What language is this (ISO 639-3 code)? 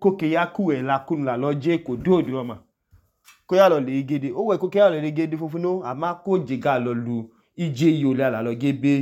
idu